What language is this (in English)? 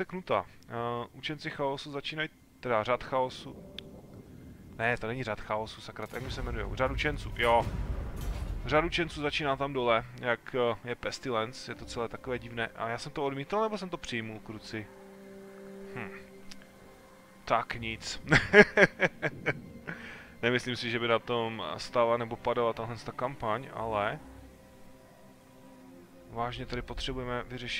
Czech